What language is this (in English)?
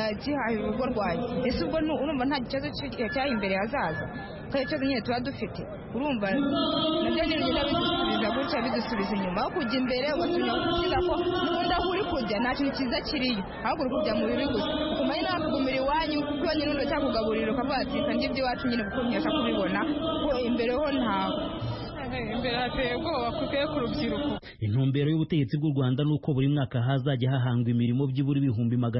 Kinyarwanda